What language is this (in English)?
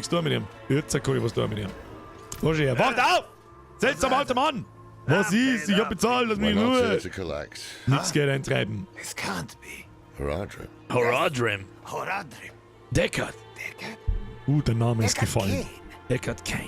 Bavarian